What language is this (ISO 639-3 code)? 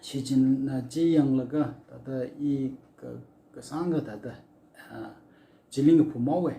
nmf